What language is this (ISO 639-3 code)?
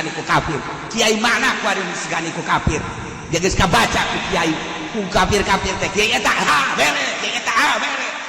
sun